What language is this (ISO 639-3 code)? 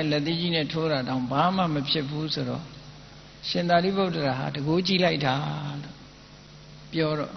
mya